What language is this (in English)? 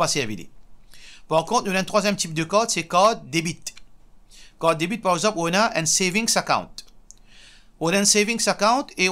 Morisyen